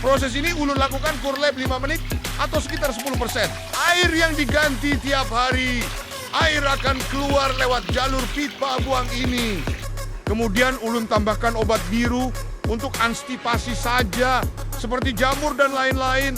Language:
Banjar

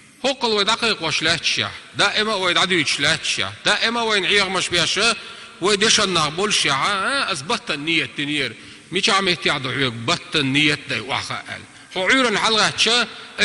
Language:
Chechen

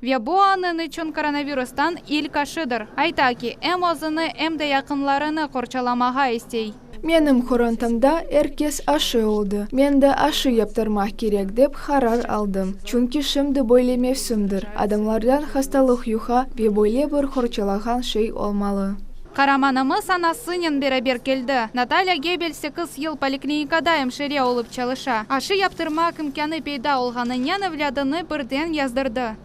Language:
Crimean Tatar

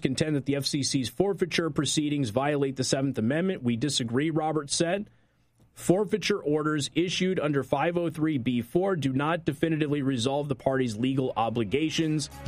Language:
English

